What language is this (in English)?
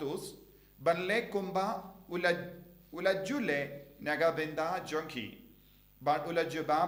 Khasi